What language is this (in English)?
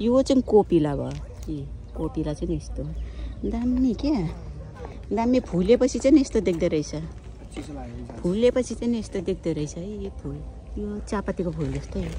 Nepali